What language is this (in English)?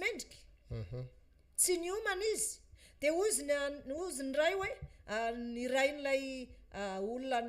Malagasy